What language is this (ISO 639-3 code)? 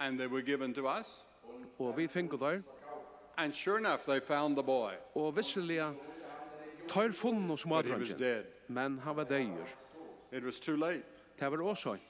fao